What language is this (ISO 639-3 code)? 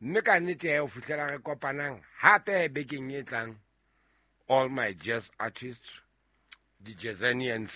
sot